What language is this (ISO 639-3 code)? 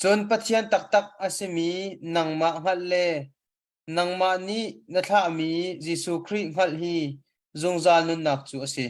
cnh